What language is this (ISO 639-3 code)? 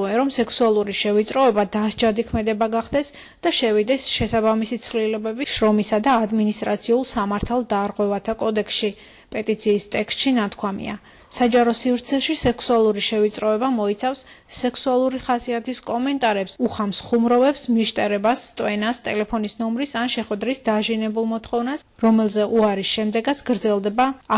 kat